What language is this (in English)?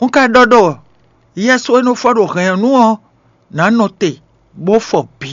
Fon